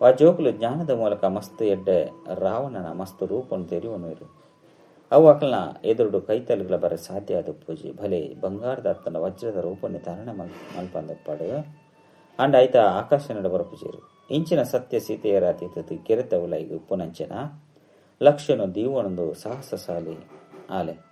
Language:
Tulu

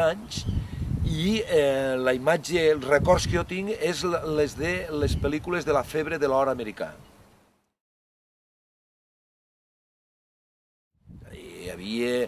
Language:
Catalan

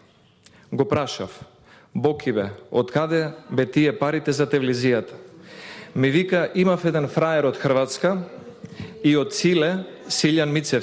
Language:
Macedonian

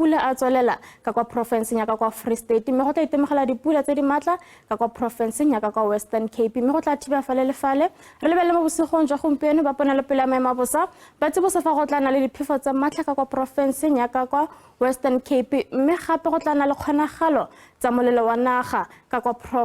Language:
Tswana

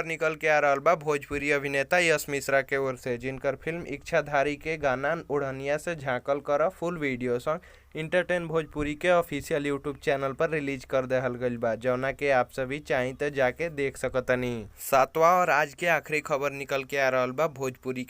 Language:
Bhojpuri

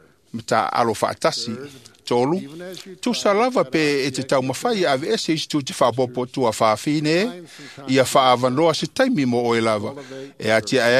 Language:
Samoan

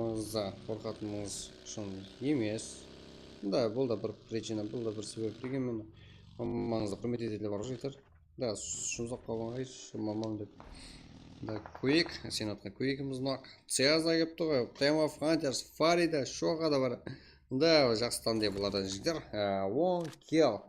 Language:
Kara-Kalpak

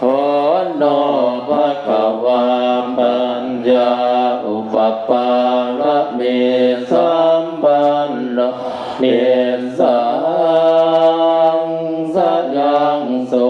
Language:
Pali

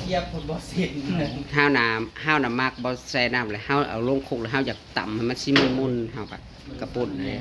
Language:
Northeastern Thai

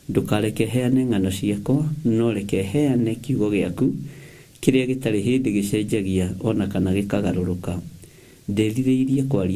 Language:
Kikuyu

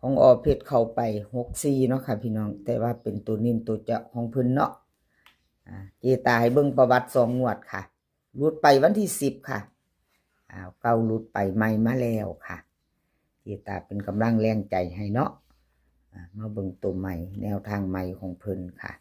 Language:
Northeastern Thai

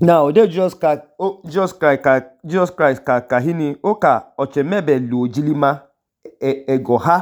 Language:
Idoma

